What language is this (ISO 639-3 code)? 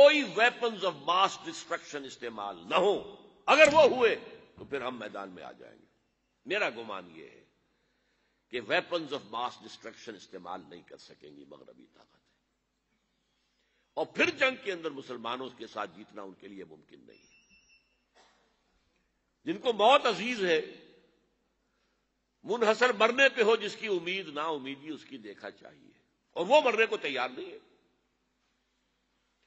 urd